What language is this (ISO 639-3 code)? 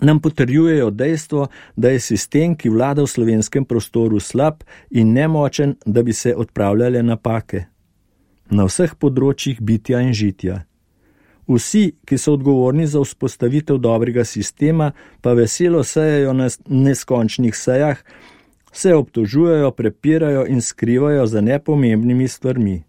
slv